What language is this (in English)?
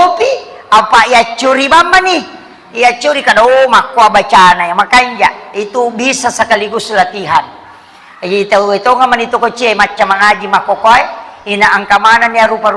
Buginese